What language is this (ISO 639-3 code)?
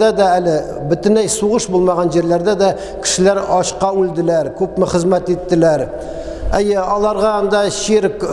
tat